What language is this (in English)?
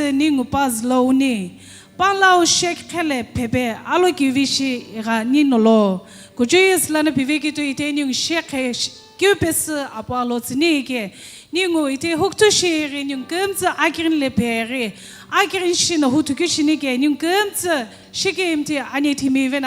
Sumi Naga